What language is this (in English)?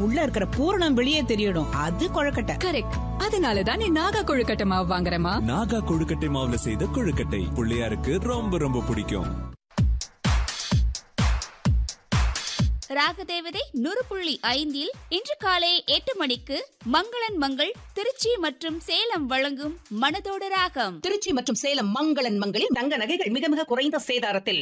Tamil